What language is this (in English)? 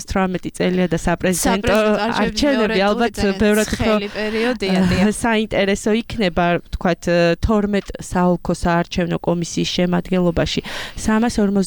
Georgian